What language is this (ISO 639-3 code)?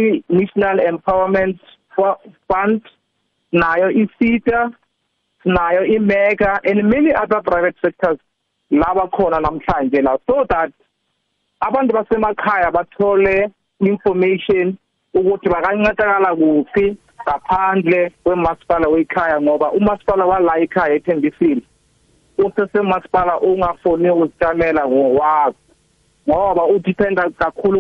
nbl